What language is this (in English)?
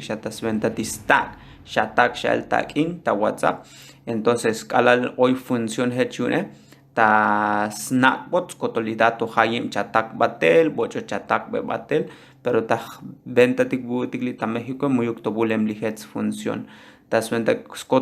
Tzotzil